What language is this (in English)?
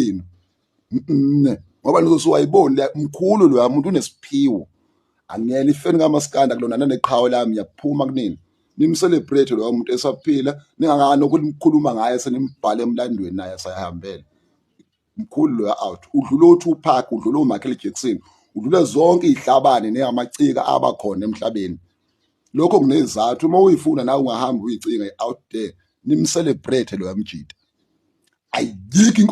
Zulu